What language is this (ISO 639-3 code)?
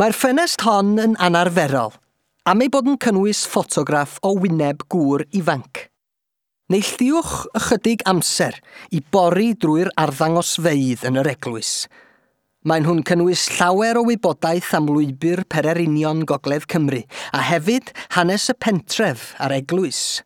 cym